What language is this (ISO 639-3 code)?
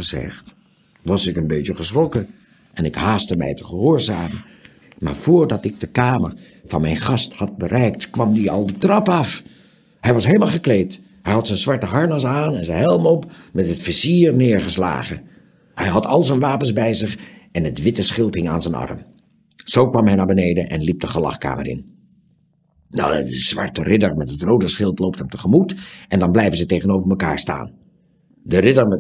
nld